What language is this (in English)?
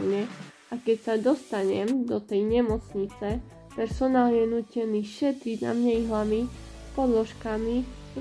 Slovak